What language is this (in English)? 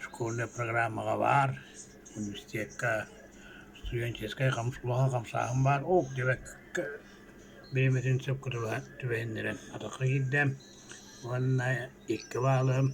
Yakut